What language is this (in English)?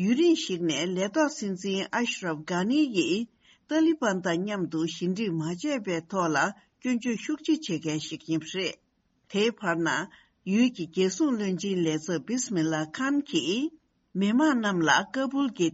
Tibetan